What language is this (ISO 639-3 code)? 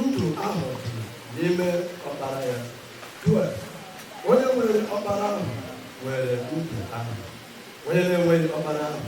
ibo